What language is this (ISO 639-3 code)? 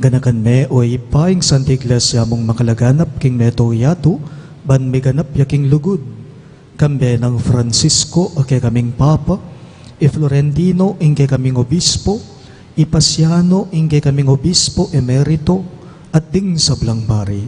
pam